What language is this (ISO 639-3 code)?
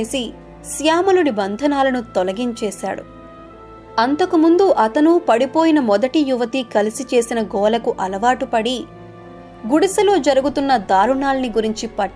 tel